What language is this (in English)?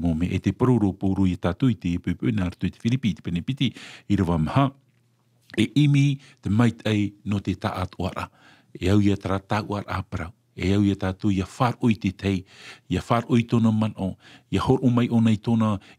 Tahitian